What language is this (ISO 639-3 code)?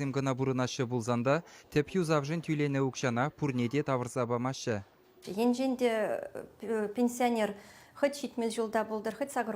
chv